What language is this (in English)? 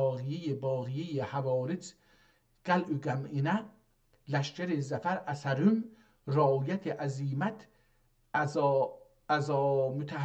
South Azerbaijani